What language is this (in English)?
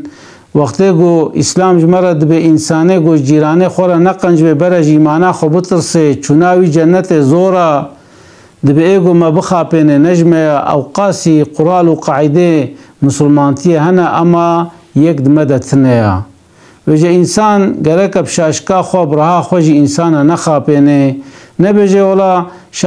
Kurdish